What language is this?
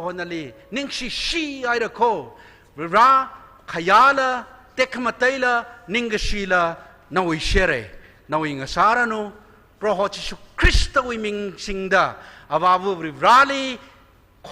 Tangkhul Naga (India)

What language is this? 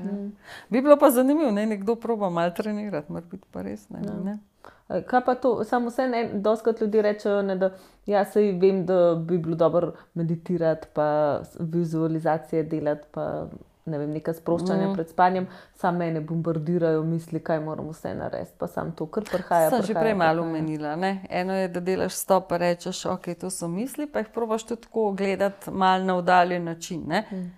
Slovenian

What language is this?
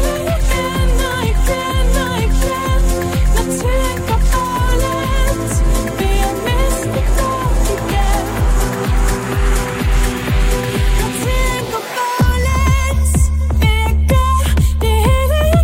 Danish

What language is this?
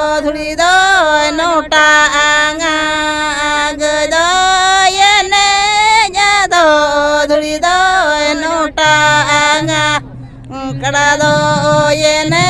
Santali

